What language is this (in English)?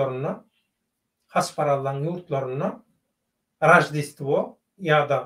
Turkmen